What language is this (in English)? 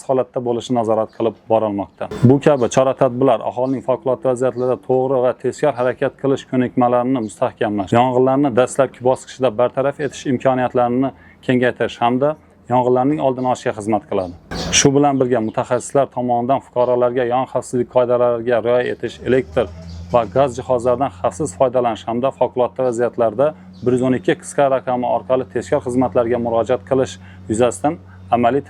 Uzbek